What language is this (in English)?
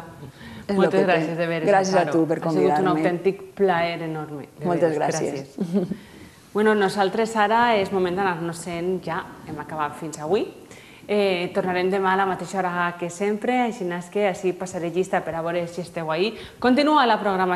Catalan